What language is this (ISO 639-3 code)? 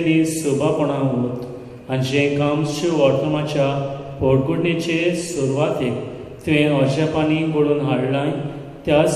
kok